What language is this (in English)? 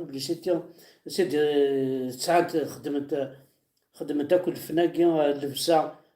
Kabyle